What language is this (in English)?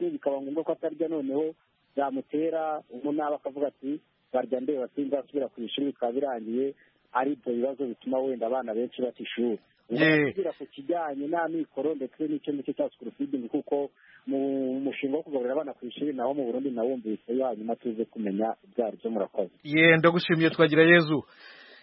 Kinyarwanda